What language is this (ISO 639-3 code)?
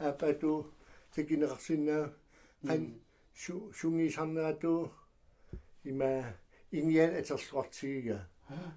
kal